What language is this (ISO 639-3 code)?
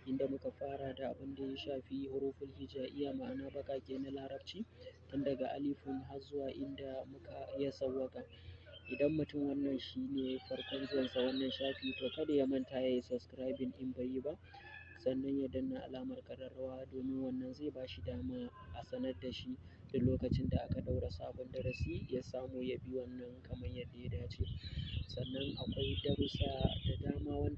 hau